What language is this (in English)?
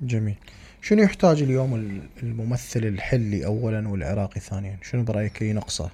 Mesopotamian Arabic